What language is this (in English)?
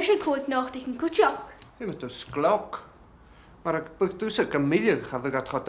Scottish Gaelic